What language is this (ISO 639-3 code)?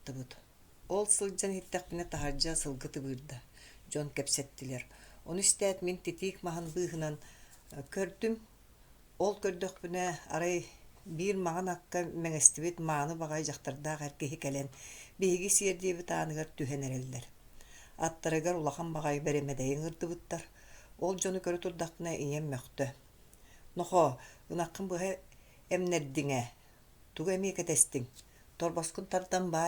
sah